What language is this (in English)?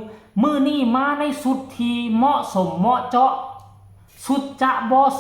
Northeastern Thai